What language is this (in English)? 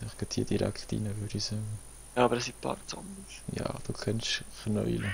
Swiss German